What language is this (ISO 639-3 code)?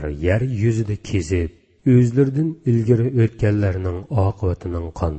uig